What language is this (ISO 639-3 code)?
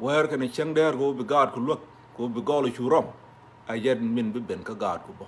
nus